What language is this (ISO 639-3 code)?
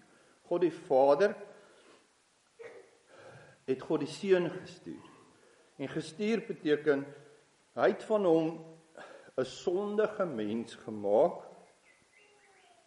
afr